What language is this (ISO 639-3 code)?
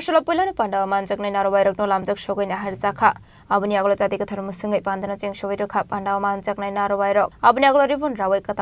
trp